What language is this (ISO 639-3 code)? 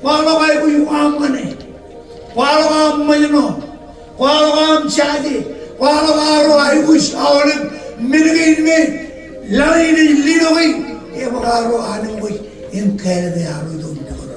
mah